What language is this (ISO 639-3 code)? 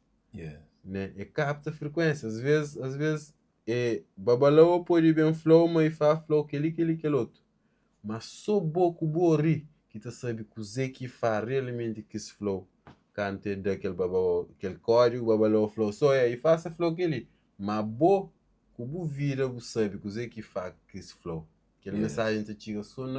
kea